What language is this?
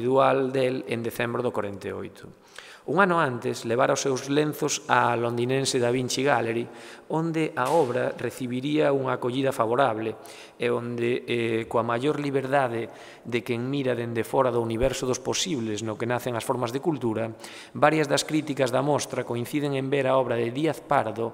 Galician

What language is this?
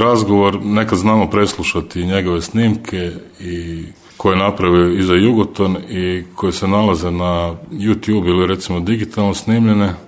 Croatian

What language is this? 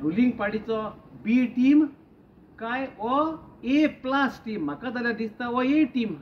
Konkani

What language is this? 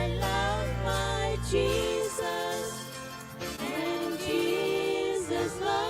Gilbertese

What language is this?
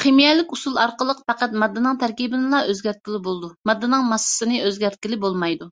Uyghur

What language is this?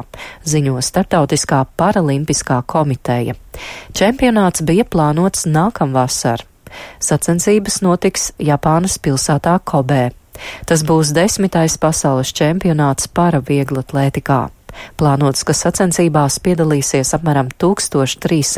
Latvian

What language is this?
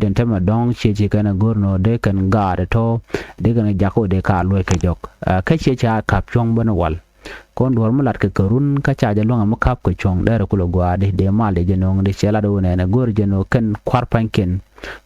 Nuer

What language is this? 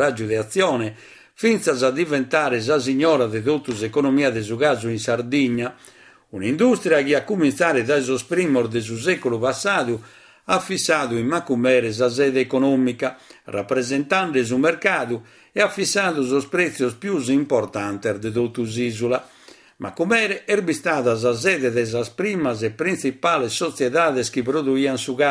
Sardinian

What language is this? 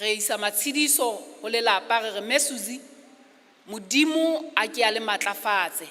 Southern Sotho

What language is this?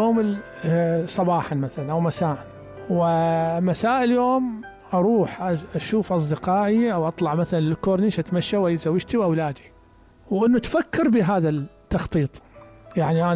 Mesopotamian Arabic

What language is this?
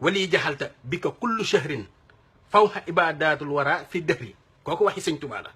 Wolof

